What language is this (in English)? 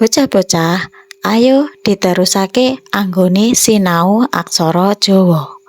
Javanese